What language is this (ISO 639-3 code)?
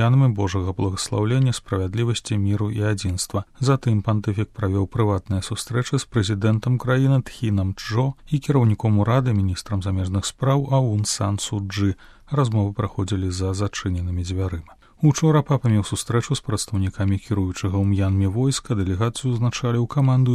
bel